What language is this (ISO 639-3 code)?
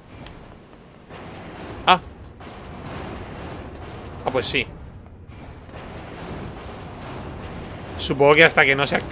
spa